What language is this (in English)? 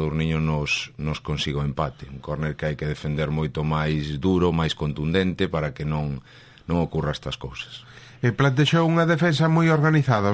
Galician